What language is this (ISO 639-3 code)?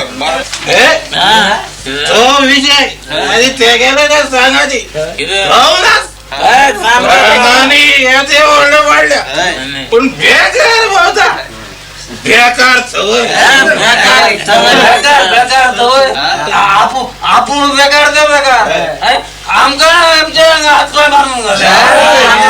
kok